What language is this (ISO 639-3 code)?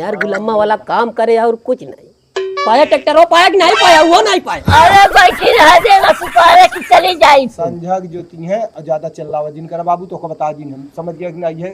awa